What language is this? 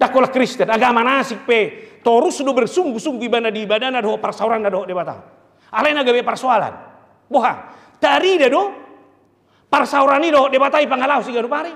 Batak Toba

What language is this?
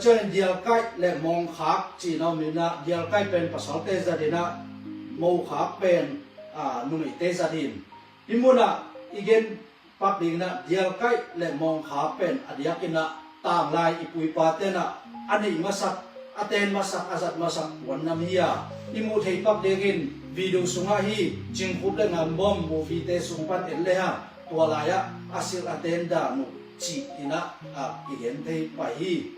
Tedim Chin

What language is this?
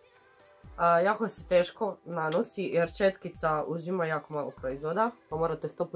Croatian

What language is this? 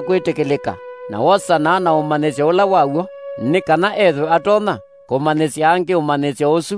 Kamba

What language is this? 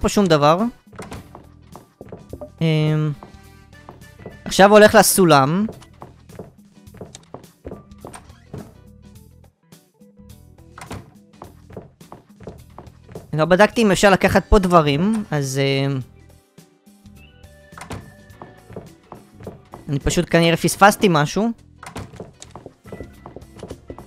Hebrew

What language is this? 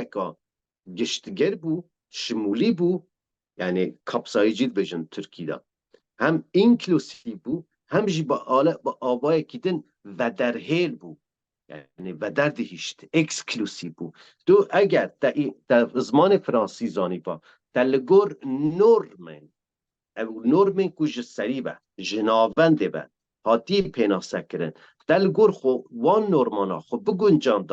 Kurdish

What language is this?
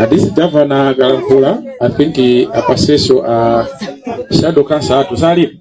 Nyanja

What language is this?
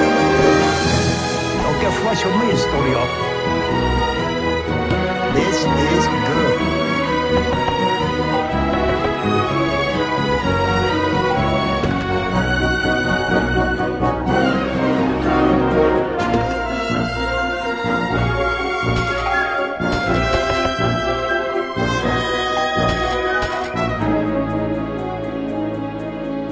English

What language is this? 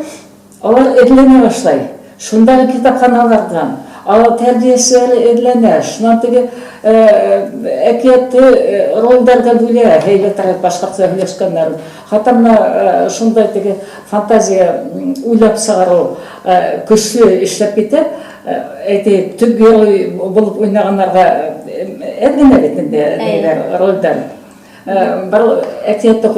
Bashkir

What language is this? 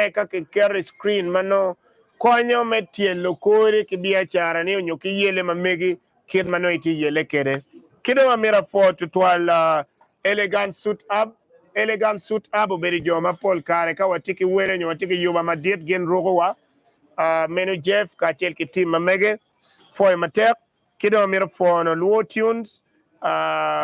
Acoli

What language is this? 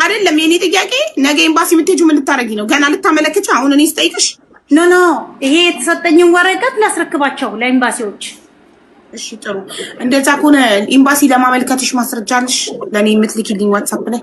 Amharic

